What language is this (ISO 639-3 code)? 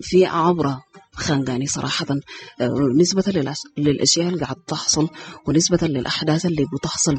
apd